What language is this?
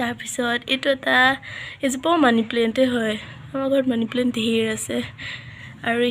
Assamese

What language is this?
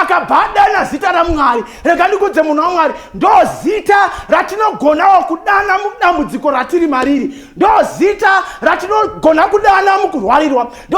Shona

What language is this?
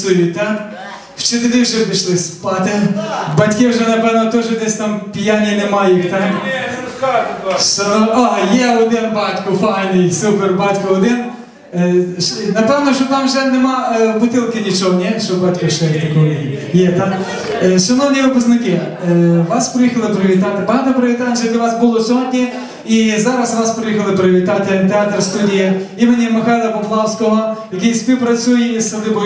Ukrainian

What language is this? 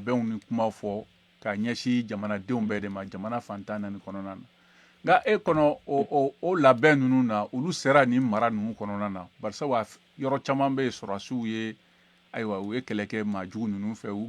Bambara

